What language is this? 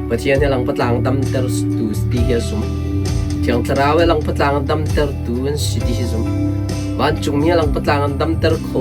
Hakha Chin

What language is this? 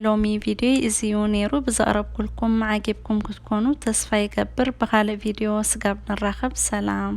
Tigrinya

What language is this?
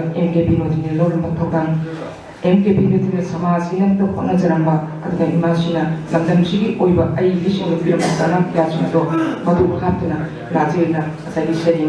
Manipuri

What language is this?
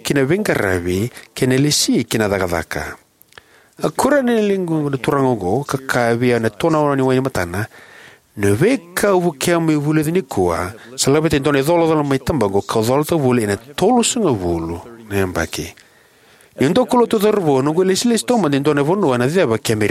Fijian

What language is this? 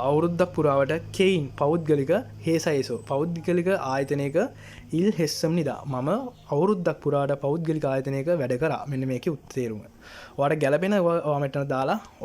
Sinhala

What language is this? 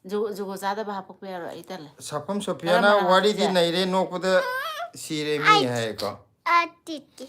Manipuri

